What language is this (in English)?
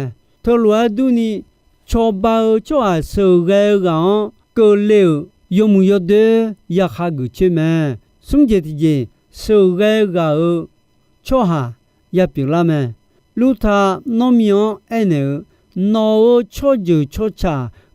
Akha